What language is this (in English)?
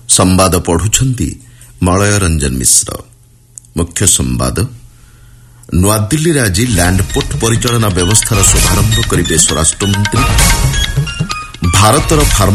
Odia